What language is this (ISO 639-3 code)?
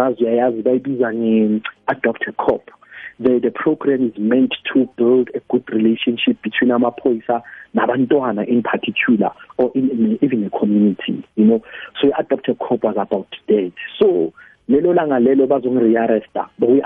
nbl